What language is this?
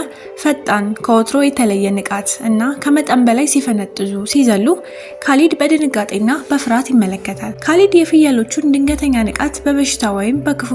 Amharic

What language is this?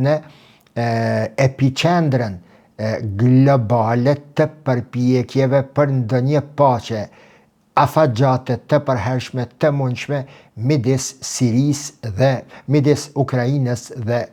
Albanian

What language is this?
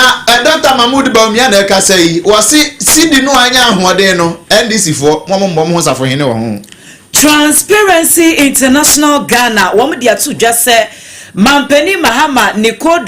Akan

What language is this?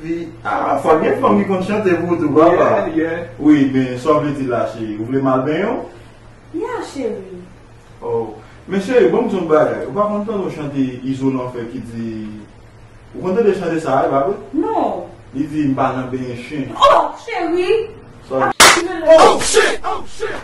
Haitian Creole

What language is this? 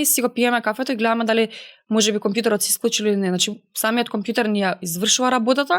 Macedonian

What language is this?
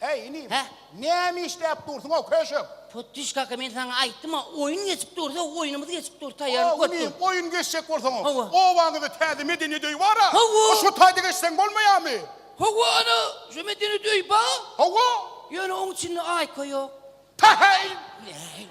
Turkmen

